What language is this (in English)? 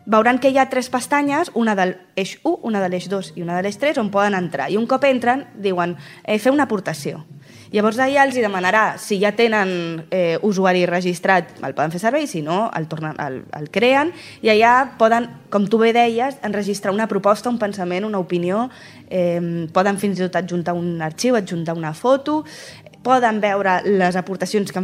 Catalan